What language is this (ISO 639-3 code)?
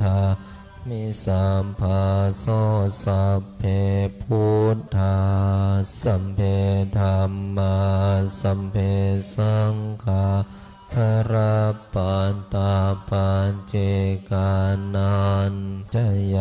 pli